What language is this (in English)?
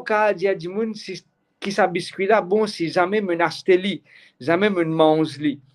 Morisyen